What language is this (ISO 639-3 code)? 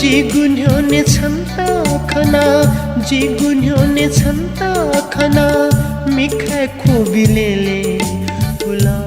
new